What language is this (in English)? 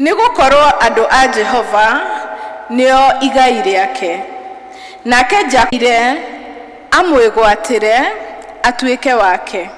Kikuyu